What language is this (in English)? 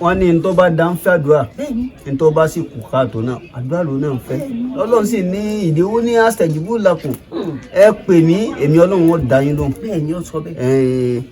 Yoruba